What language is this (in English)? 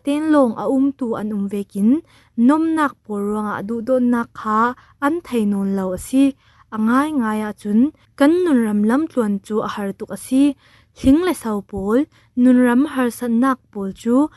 Falam Chin